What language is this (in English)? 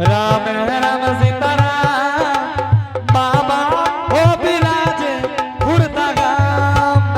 Angika